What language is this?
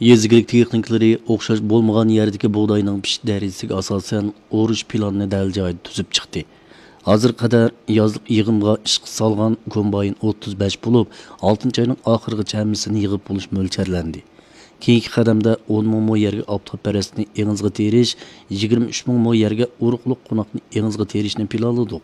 Uyghur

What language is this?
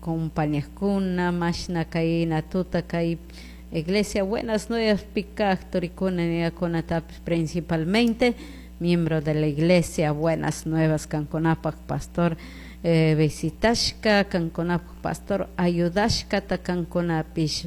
Chimborazo Highland Quichua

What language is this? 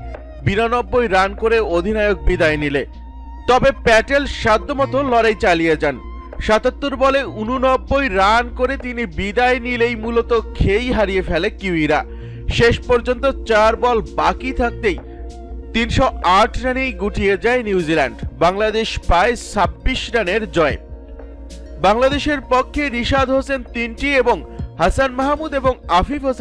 Bangla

